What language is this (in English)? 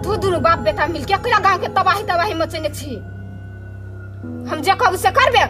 Maithili